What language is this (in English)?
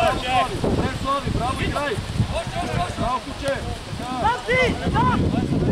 Bulgarian